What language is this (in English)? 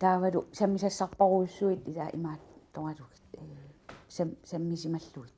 Kalaallisut